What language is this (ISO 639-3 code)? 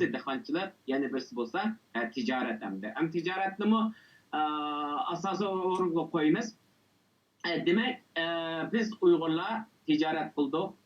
uig